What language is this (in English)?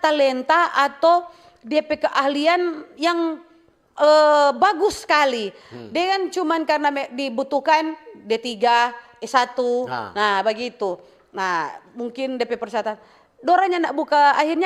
Manado Malay